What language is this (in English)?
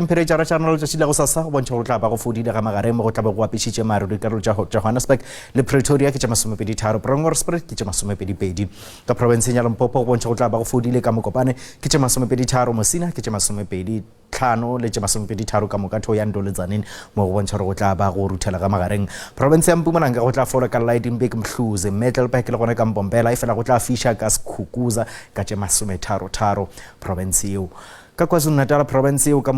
Northern Sotho